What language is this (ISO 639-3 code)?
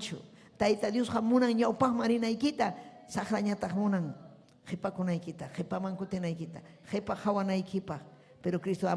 quy